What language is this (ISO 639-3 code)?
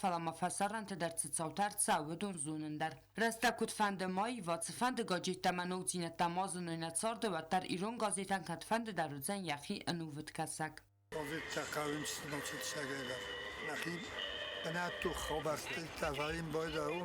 oss